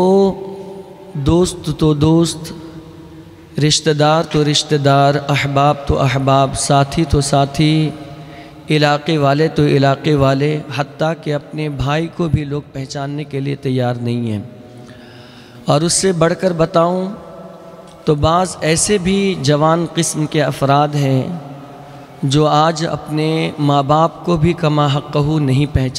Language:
Urdu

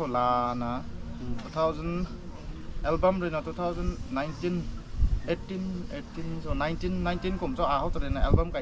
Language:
Rongmei Naga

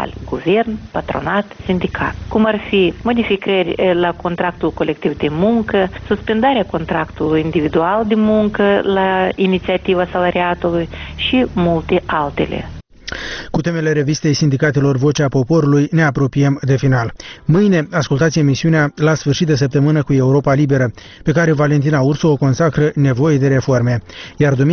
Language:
Romanian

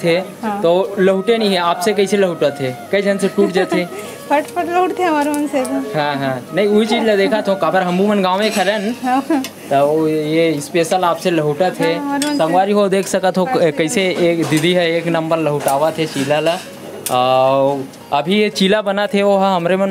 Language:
Chhattisgarhi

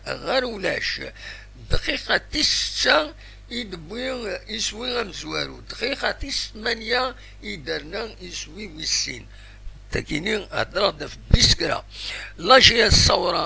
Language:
Kabyle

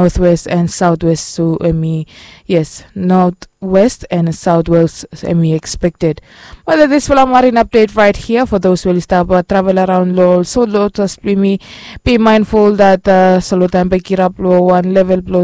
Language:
Bislama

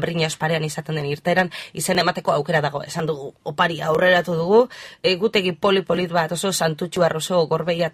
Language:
Basque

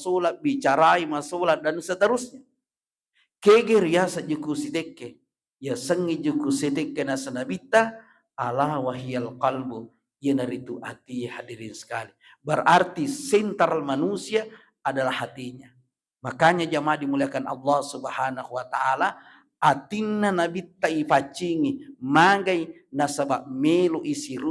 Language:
Buginese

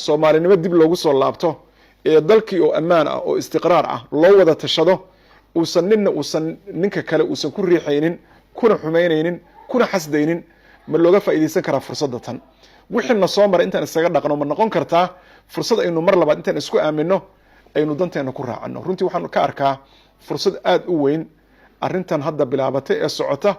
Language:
Somali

